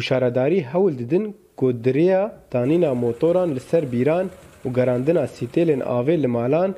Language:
Kurdish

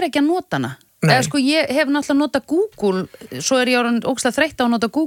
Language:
Icelandic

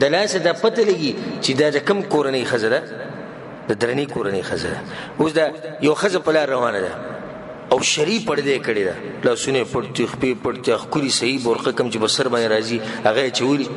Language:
Pashto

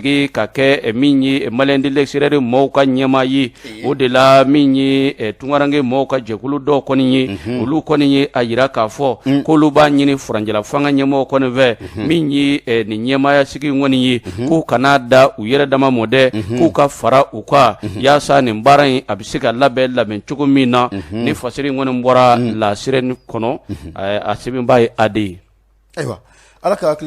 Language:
Bambara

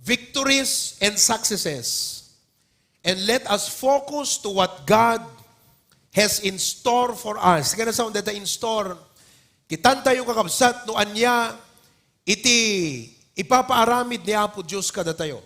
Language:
Iloko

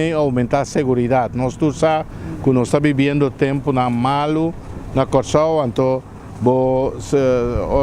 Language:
Papiamento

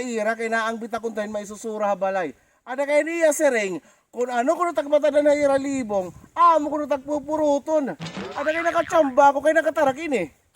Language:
Waray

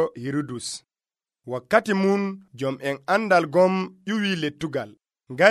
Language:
Nigerian Fulfulde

